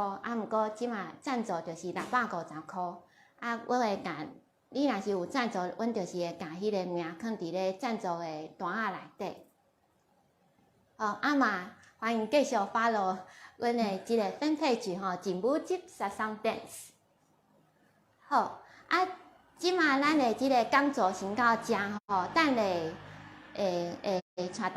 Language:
Min Nan Chinese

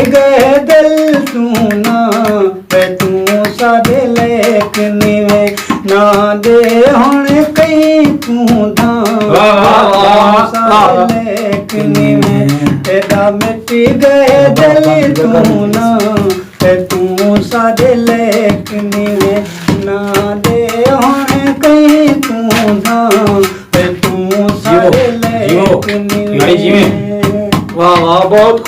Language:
Saraiki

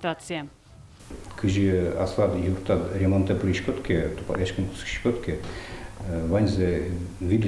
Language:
Udmurt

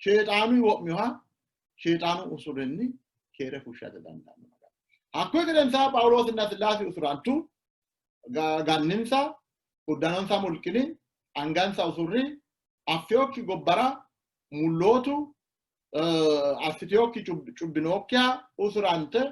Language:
Sidamo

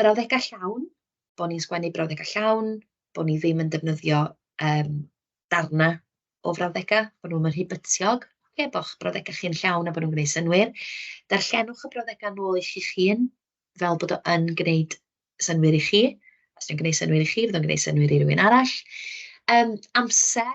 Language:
Welsh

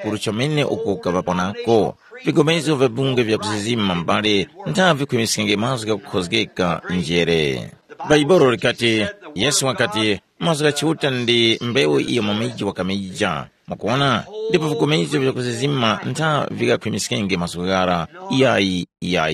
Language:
Tumbuka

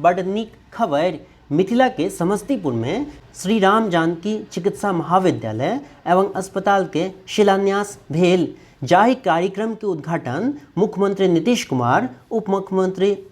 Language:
Maithili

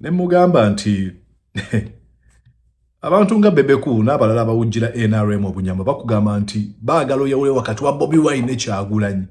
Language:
Ganda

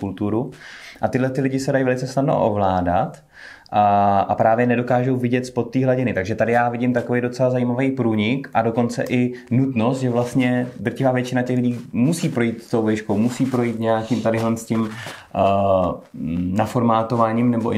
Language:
Czech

